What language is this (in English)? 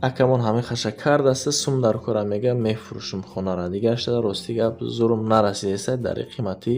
Tajik